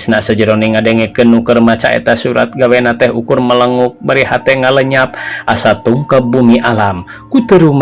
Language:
Sundanese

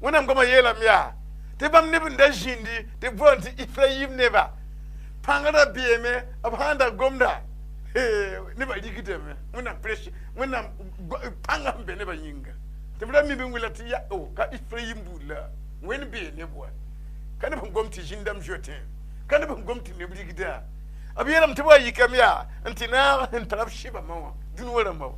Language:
Mossi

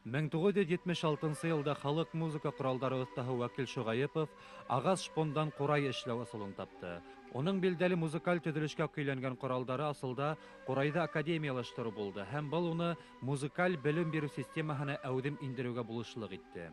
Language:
Bashkir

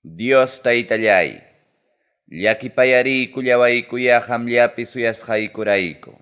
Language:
Ayacucho Quechua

